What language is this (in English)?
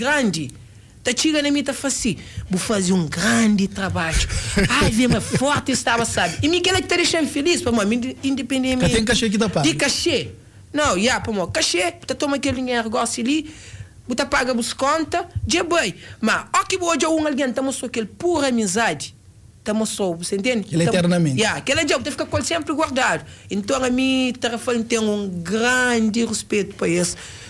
Kabuverdianu